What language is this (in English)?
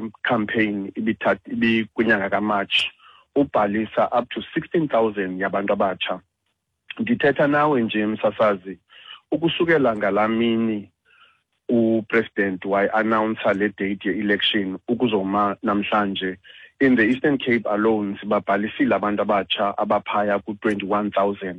Xhosa